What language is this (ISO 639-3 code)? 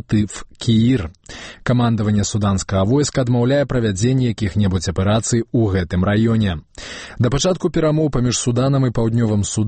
bel